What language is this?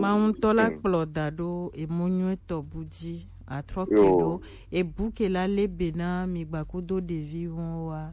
Gen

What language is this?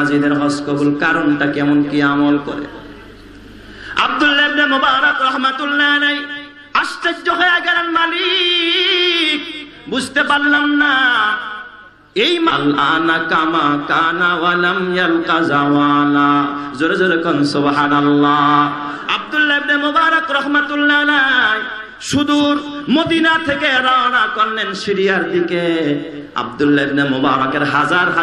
Bangla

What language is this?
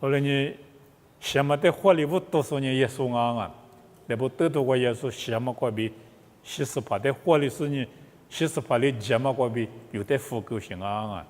Lisu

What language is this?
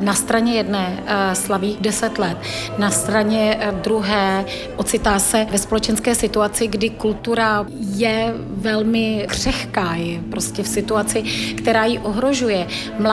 Czech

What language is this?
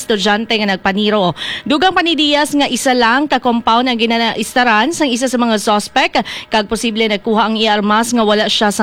Hiligaynon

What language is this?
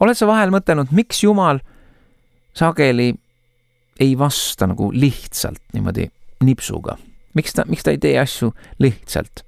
Estonian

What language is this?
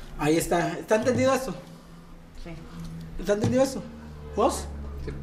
Spanish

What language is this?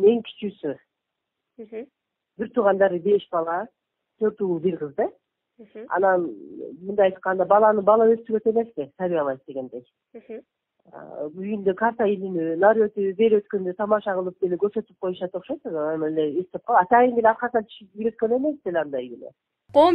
Kyrgyz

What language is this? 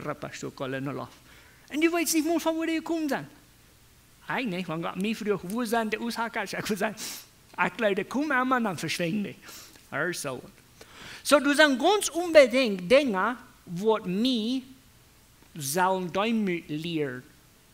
Plautdietsch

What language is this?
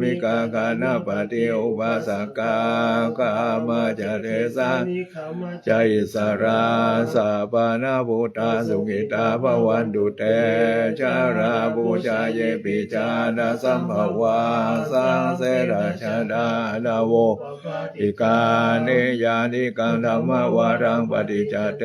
Pali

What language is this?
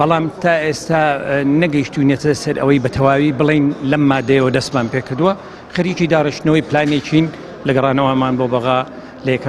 Central Kurdish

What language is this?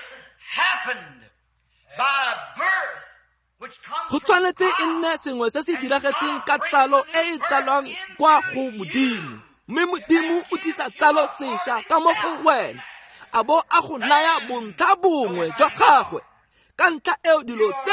Tswana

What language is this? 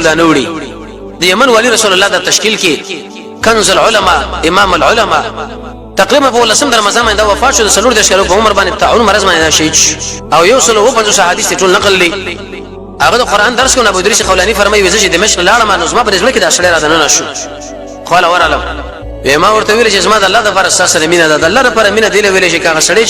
Pashto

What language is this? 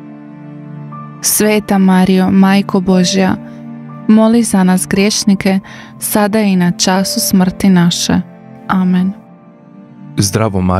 Croatian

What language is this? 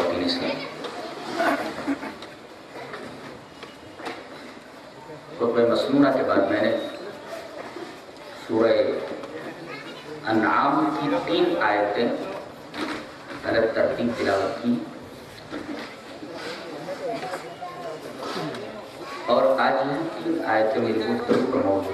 Urdu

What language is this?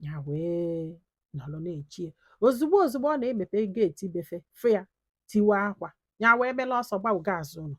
Igbo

